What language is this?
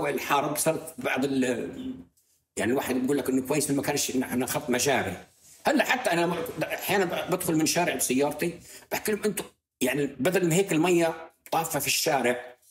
North Levantine Arabic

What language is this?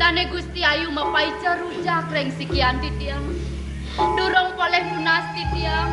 Balinese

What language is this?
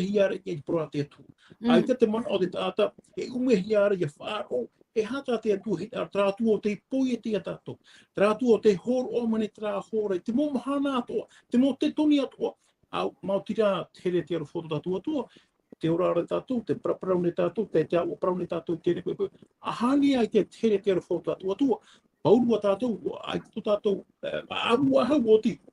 Tahitian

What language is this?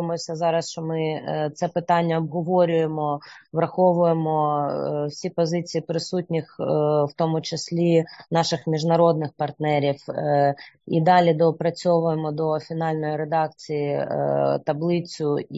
Ukrainian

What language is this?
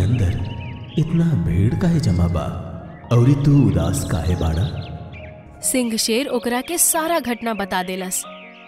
Bhojpuri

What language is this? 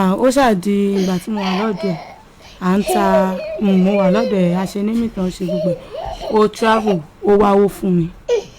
Yoruba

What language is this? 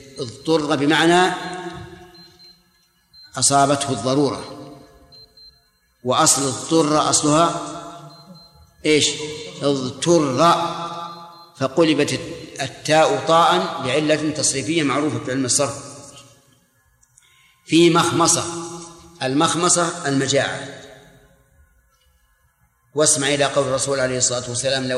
Arabic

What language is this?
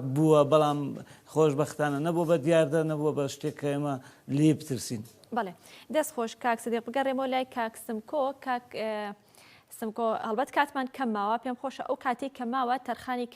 Central Kurdish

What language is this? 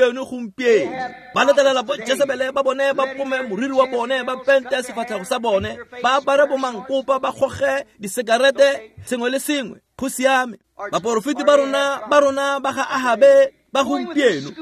Tswana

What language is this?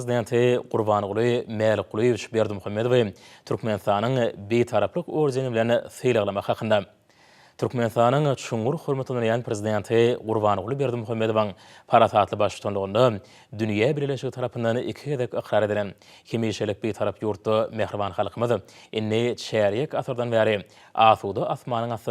Turkmen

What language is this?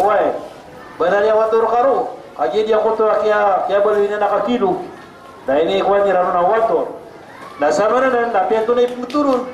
Maranao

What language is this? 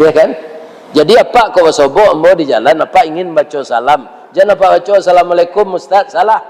Minangkabau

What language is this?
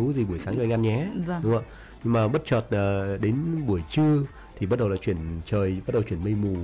Vietnamese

